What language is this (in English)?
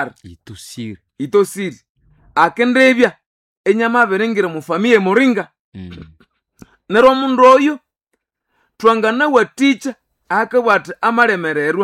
Nande